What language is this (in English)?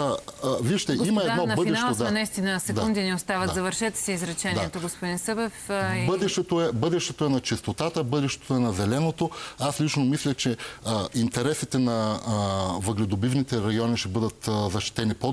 Bulgarian